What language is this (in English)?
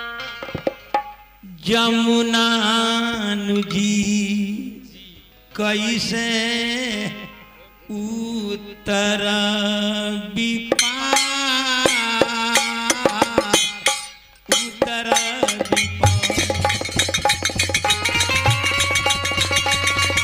Bhojpuri